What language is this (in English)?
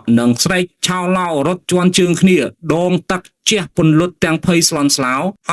Khmer